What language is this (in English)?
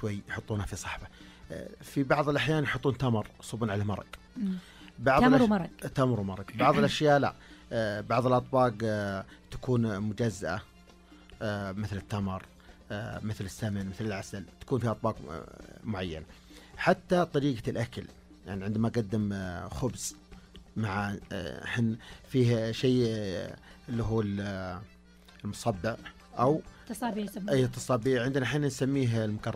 Najdi Arabic